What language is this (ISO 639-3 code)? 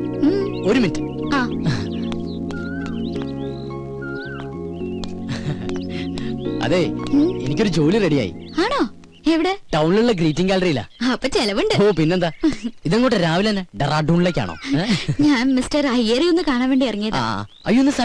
mal